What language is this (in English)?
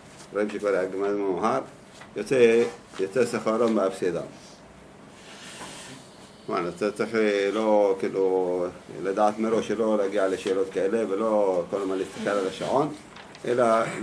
Hebrew